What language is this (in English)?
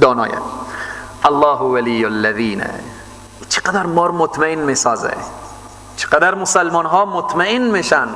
Persian